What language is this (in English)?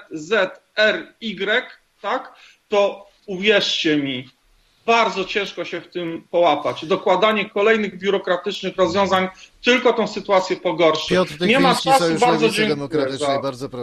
Polish